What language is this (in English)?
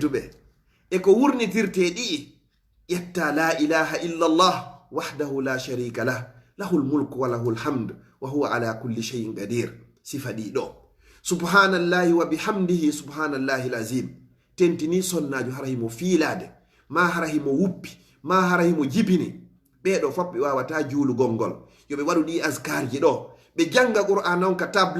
Fula